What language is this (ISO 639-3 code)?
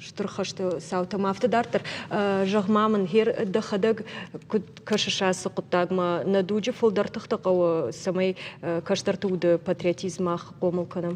oss